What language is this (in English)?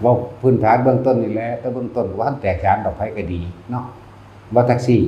Northeastern Thai